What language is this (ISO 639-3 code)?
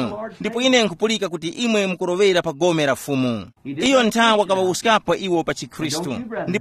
tum